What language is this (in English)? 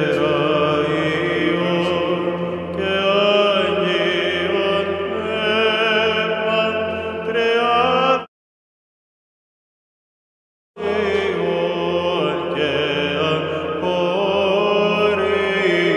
Greek